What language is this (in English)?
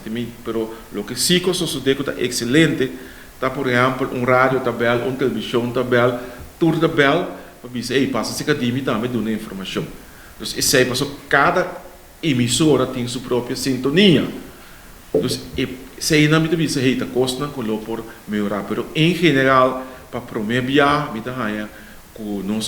Papiamento